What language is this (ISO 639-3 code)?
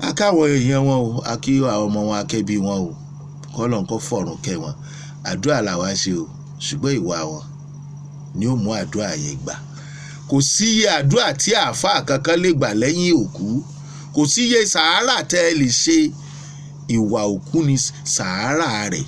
yor